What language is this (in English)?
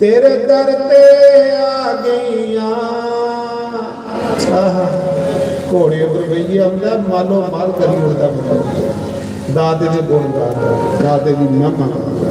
Dogri